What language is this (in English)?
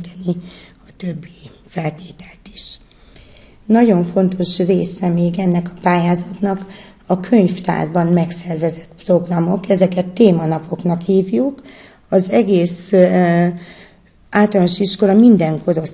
Hungarian